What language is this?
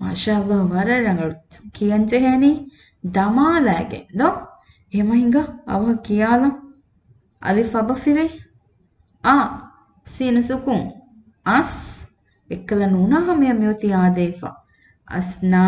Divehi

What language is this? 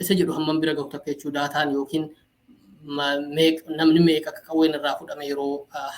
Oromo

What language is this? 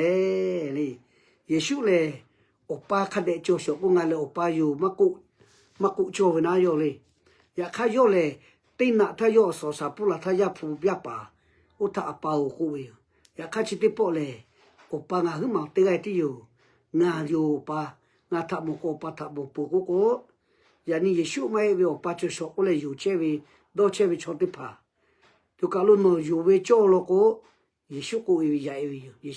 Lahu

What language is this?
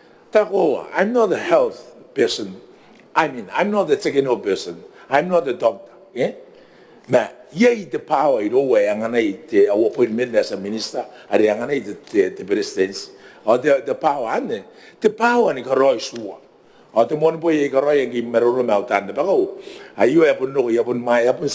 Gilbertese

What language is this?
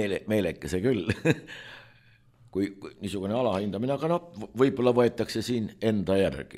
Estonian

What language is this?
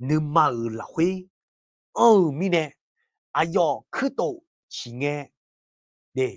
Akha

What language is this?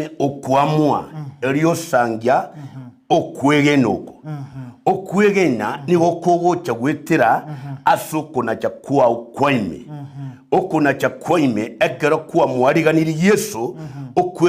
Gusii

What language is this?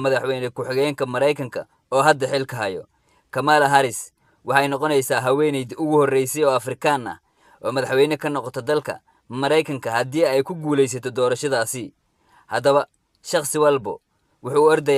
Somali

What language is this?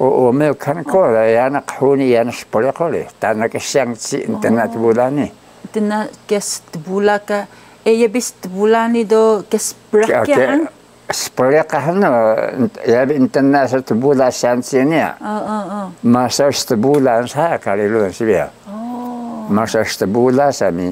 Taroko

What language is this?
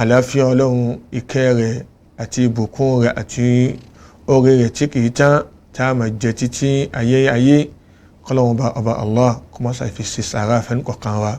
Yoruba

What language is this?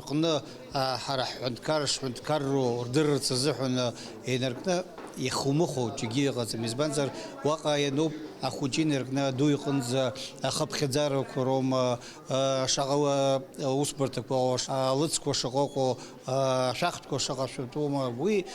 Abkhazian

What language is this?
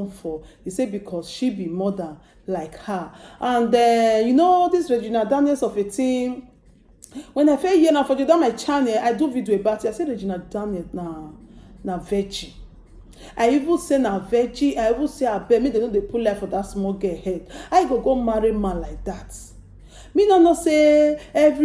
Nigerian Pidgin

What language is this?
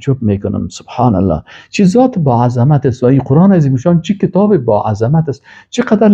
Persian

